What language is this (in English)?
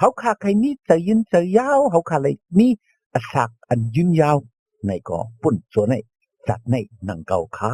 Shan